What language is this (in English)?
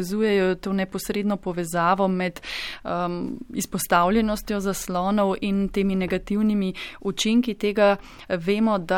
Slovenian